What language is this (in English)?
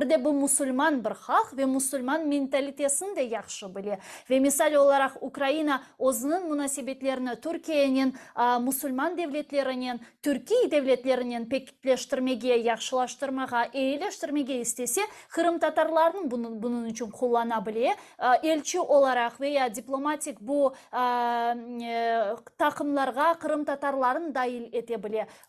Crimean Tatar